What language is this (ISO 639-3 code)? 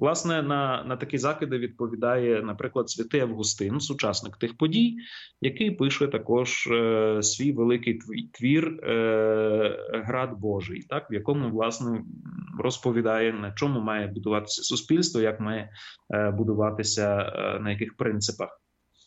ukr